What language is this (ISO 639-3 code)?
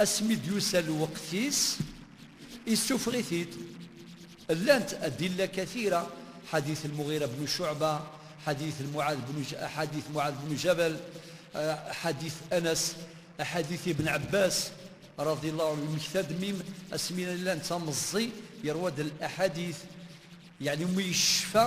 kab